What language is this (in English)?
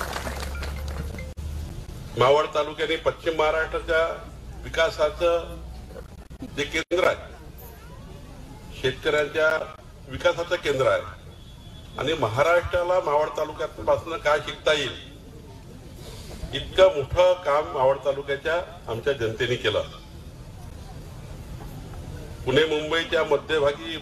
Marathi